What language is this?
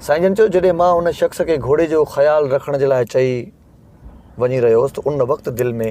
Sindhi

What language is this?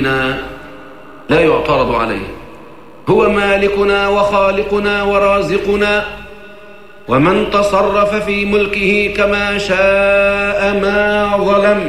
Arabic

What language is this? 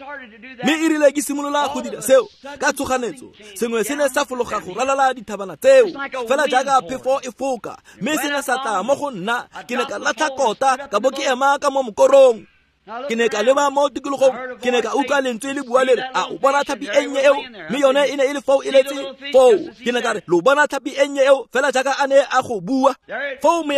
Tswana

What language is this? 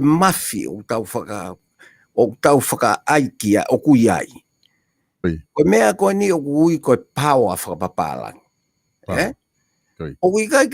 Tongan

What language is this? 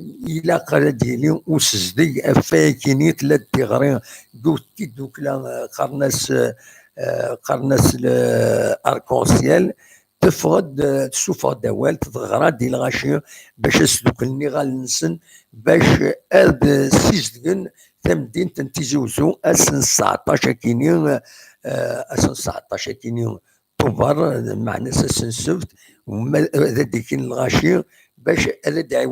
Kabyle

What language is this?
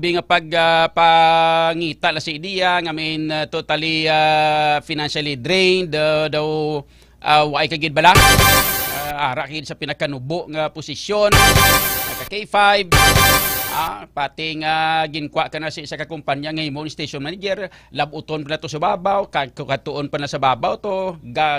Hiligaynon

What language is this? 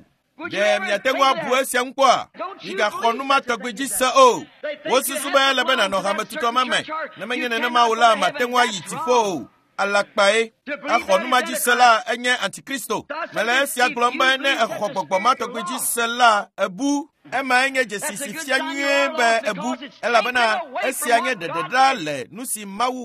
Ewe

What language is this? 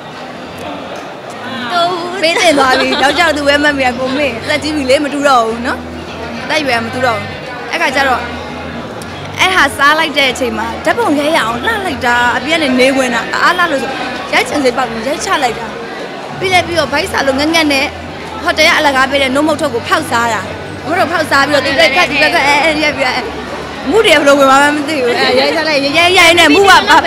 Burmese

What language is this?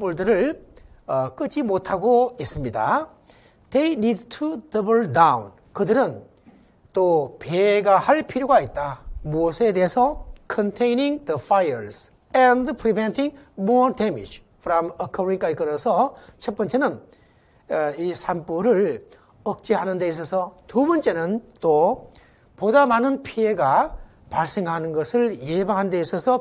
Korean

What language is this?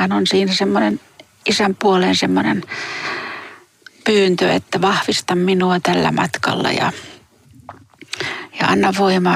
Finnish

